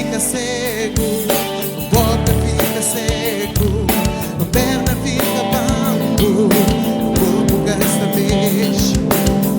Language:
Kabuverdianu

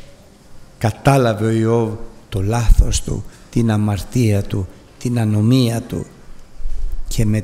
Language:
Greek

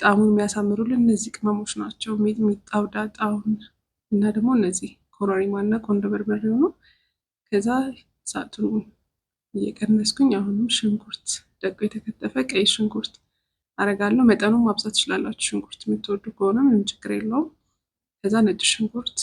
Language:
Amharic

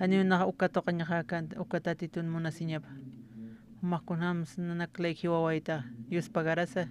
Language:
Aymara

